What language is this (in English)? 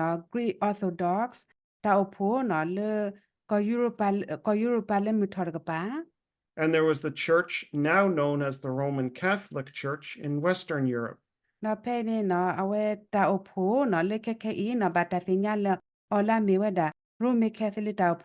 S'gaw Karen